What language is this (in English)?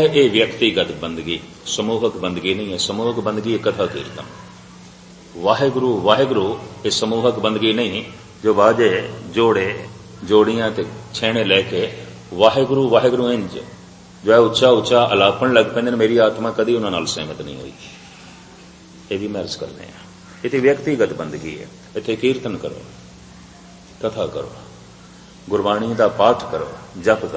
Punjabi